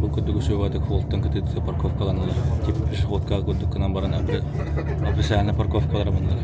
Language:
Yakut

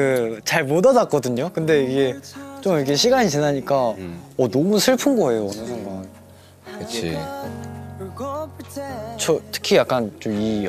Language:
Korean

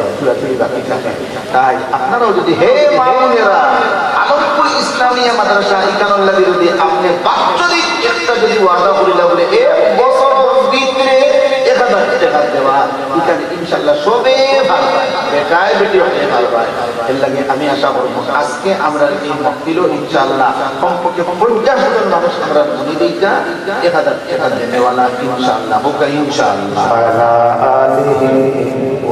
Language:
Sylheti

